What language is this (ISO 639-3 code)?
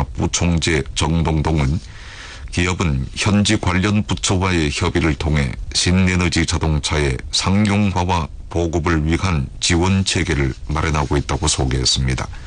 kor